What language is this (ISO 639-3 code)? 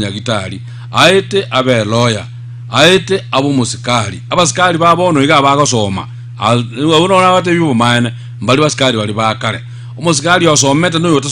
guz